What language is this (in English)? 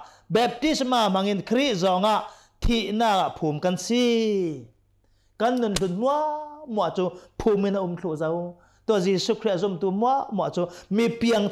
Hakha Chin